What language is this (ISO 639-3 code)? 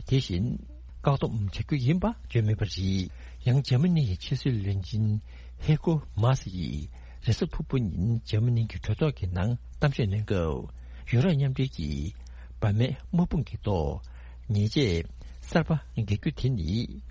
bod